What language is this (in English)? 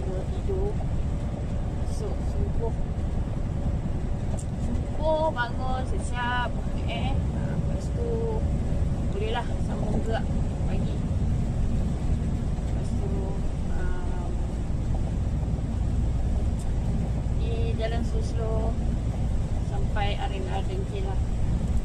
Malay